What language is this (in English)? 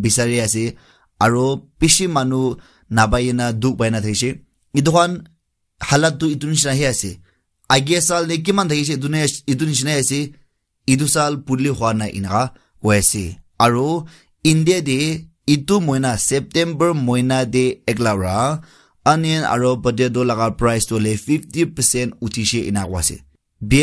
Naga Pidgin